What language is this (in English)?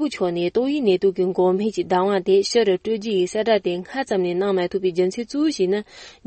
Tibetan